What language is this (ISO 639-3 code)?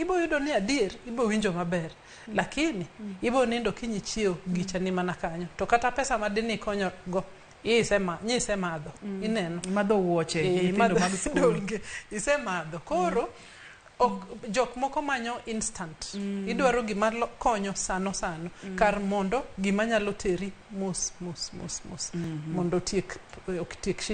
luo